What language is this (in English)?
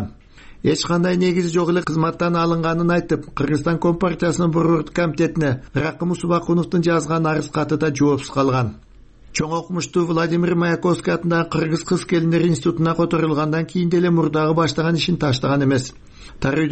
Kyrgyz